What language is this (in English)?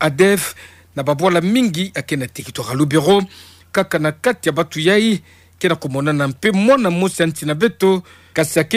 Kituba (Democratic Republic of Congo)